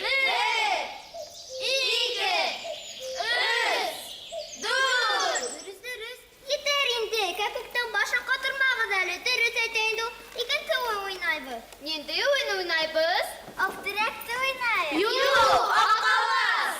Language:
Bashkir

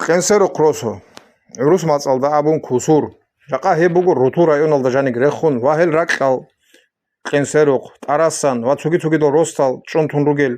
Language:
Avaric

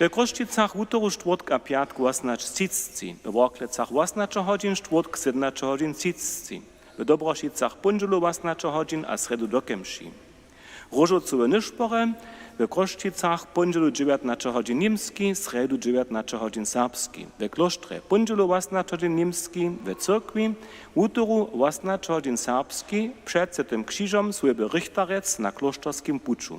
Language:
Upper Sorbian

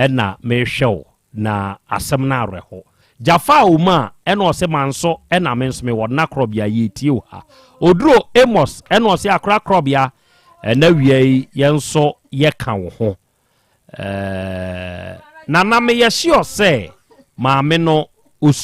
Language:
Akan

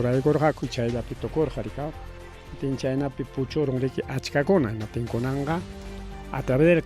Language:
Ayacucho Quechua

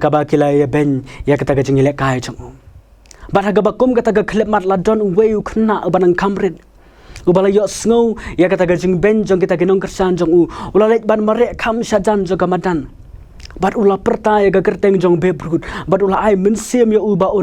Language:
Khasi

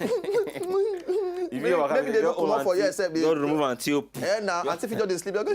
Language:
Nigerian Pidgin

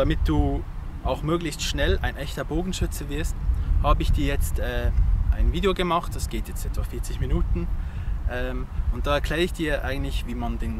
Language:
German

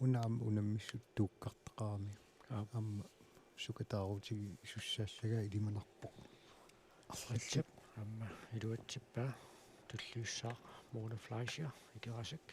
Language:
Kalaallisut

